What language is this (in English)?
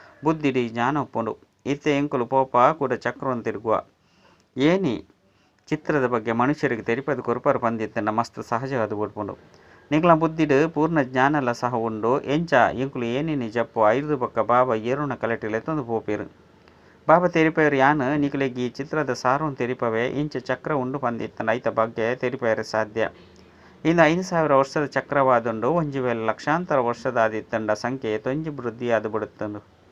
Tulu